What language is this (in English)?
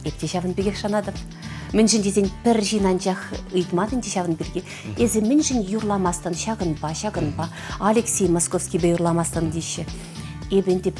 Chuvash